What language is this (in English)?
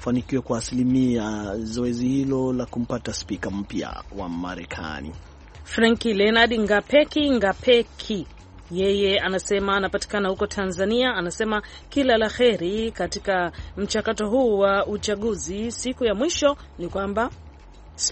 Swahili